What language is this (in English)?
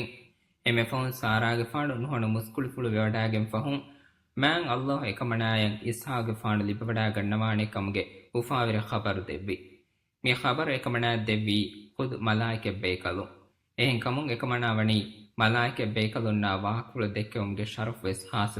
Divehi